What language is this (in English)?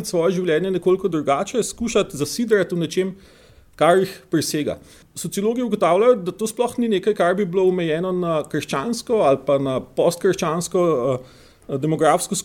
Slovenian